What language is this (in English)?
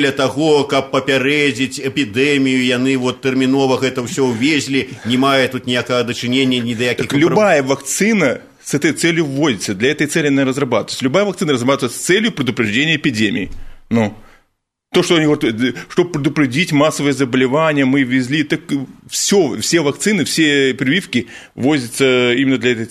Belarusian